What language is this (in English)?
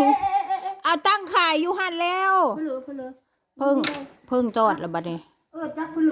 Northeastern Thai